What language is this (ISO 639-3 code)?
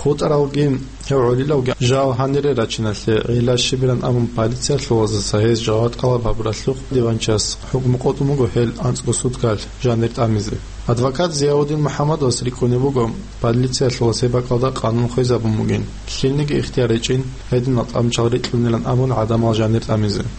ava